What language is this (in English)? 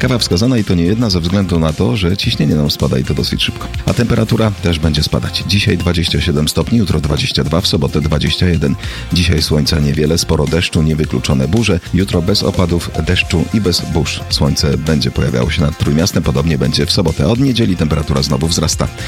Polish